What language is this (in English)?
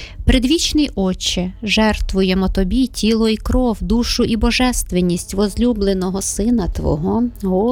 Ukrainian